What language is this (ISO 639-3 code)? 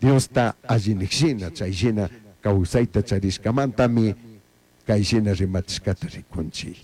qug